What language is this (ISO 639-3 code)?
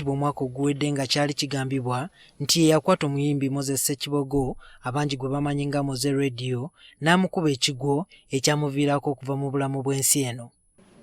lug